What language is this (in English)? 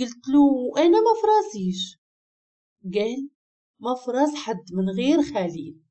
Moroccan Arabic